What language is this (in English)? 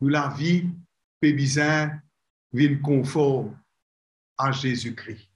Morisyen